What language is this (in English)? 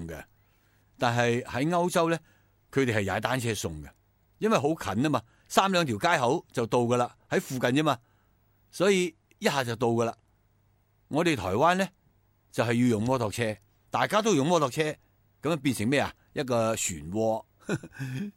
Cantonese